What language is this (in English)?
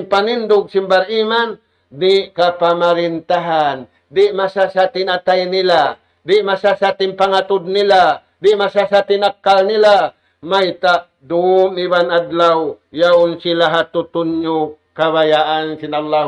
Tausug